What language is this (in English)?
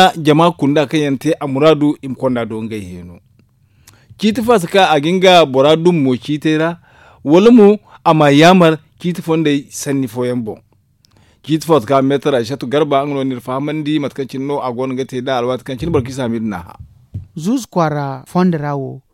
Zarma